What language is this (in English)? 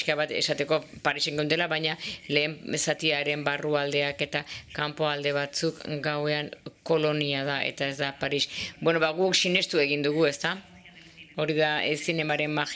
Basque